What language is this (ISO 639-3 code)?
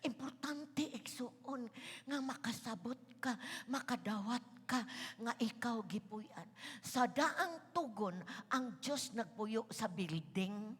ceb